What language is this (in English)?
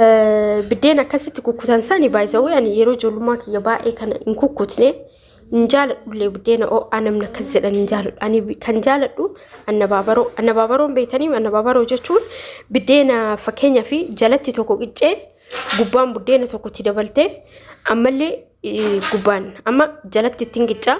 Oromo